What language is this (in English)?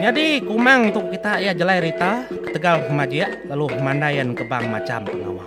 Iban